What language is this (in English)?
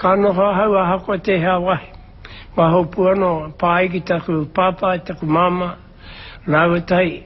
Māori